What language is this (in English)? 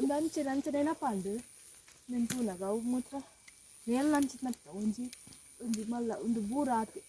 Tulu